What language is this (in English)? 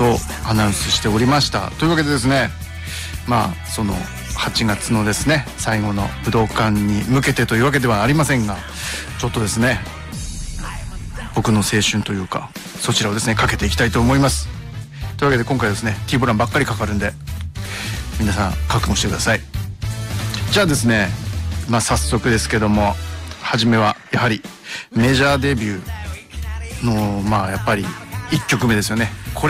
Japanese